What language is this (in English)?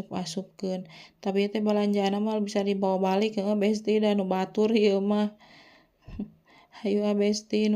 Sundanese